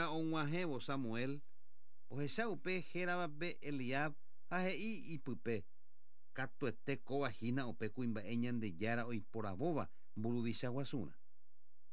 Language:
Guarani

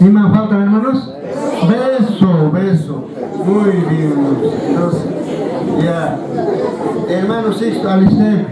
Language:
Quechua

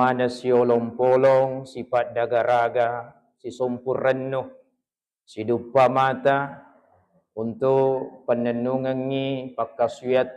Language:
Buginese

